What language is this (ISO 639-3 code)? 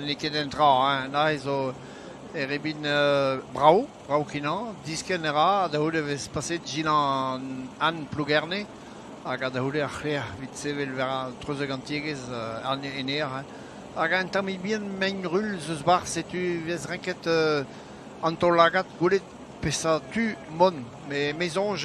bre